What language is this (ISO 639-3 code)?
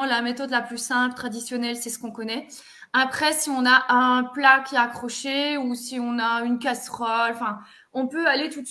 fra